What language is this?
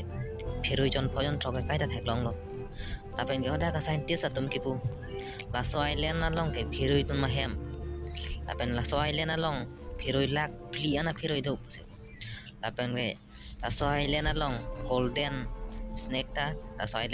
Karbi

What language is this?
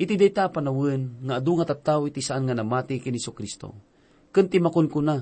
Iloko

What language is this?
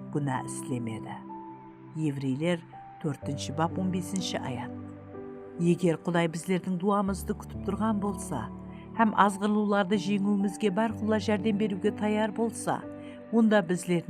Kara-Kalpak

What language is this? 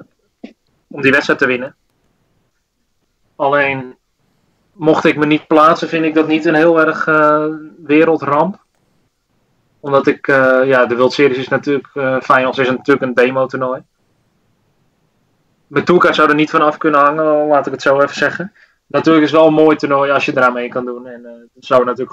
Dutch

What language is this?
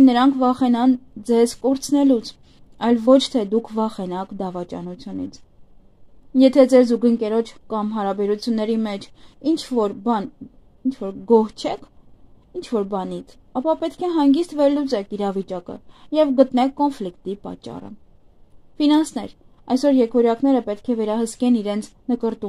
Armenian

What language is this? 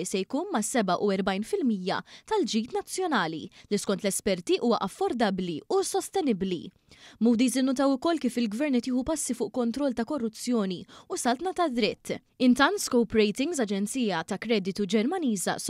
Maltese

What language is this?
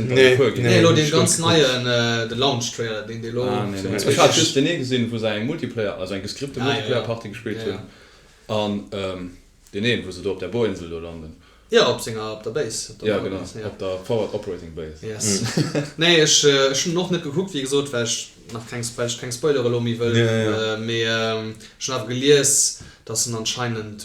Luxembourgish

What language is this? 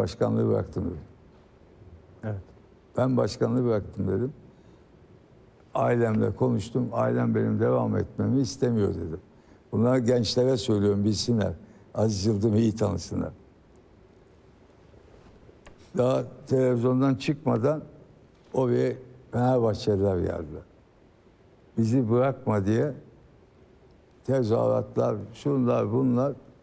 Turkish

